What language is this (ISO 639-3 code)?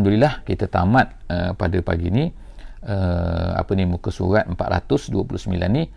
msa